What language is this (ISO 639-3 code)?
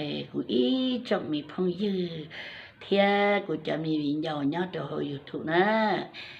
hmn